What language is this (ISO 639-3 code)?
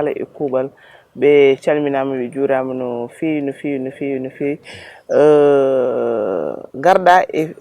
ful